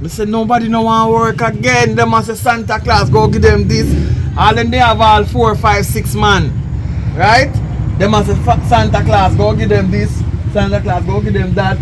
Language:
Jamaican Creole English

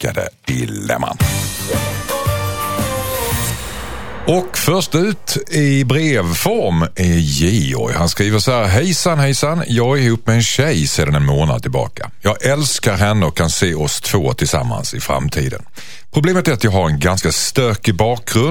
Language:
Swedish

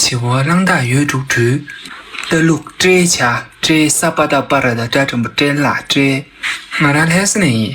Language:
Tibetan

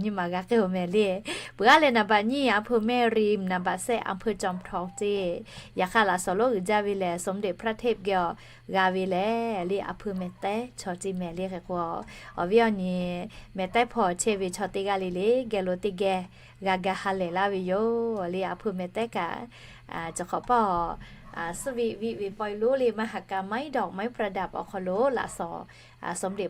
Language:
Lahu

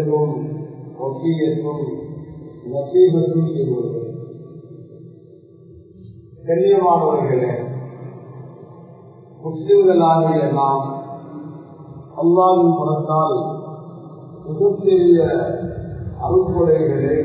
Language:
Tamil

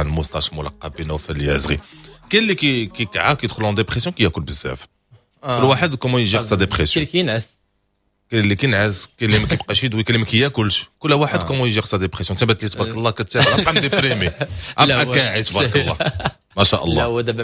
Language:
Moroccan Arabic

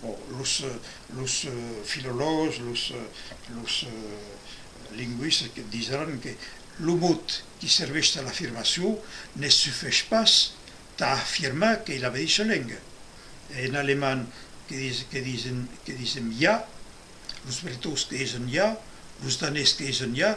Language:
Occitan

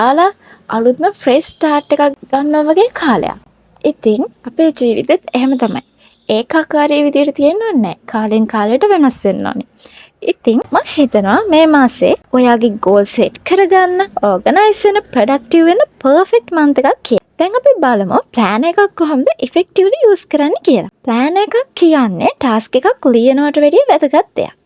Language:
Sinhala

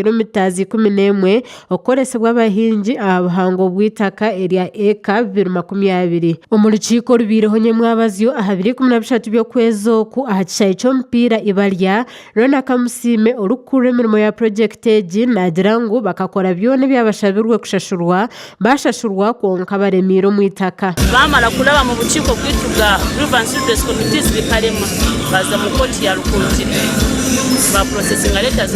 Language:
Nyankole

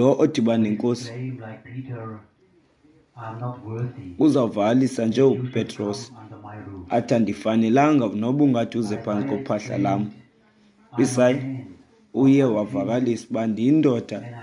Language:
Xhosa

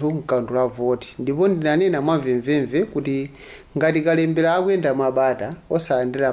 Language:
Nyanja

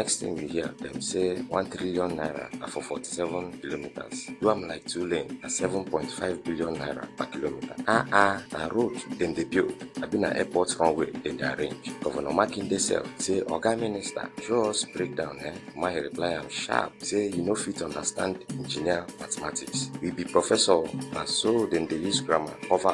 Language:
Nigerian Pidgin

